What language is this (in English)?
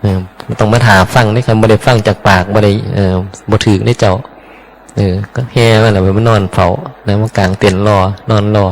Northeastern Thai